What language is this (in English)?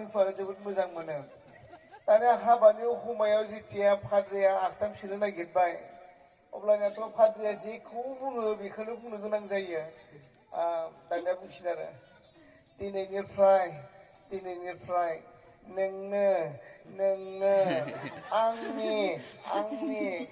Bodo